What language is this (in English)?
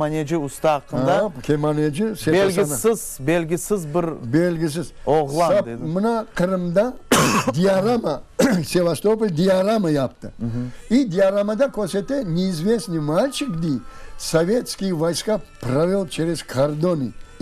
Crimean Tatar